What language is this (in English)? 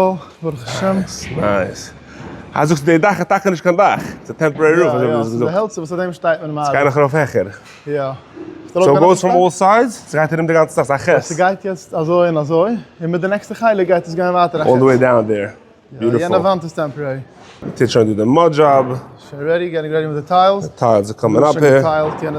Yiddish